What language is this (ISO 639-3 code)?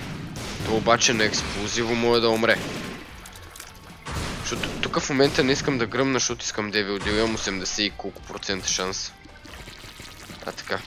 bul